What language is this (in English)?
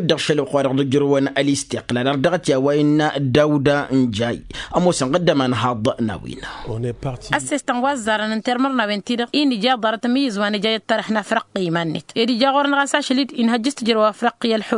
Tamasheq